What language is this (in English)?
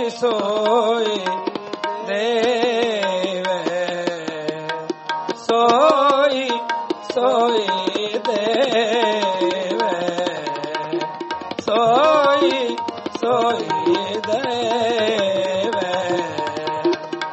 Punjabi